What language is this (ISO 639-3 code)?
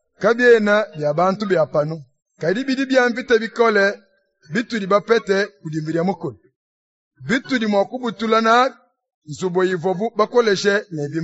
lua